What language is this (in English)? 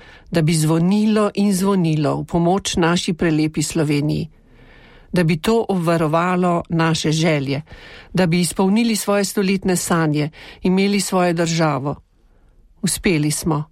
Slovenian